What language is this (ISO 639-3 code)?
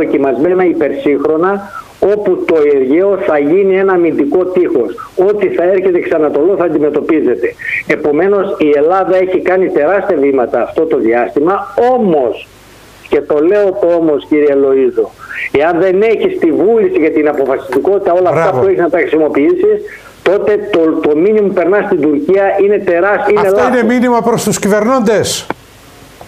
ell